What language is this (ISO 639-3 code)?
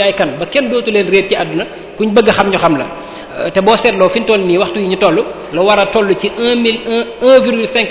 wol